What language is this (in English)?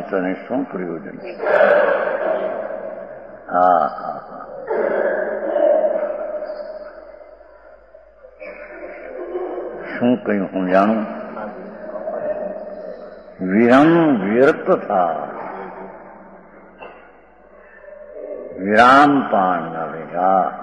Gujarati